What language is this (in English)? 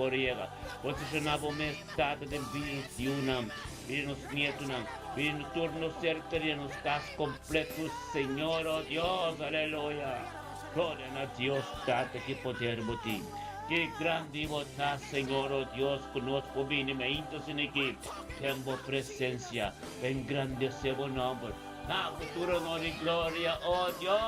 Papiamento